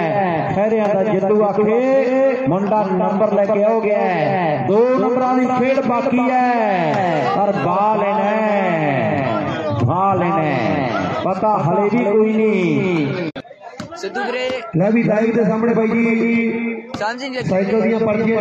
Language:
Punjabi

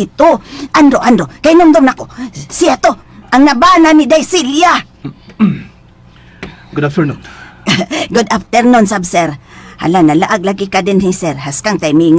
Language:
Cebuano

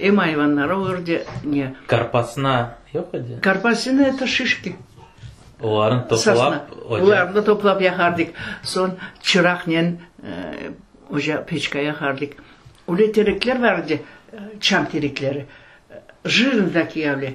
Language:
Crimean Tatar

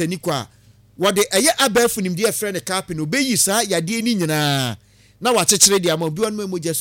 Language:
Akan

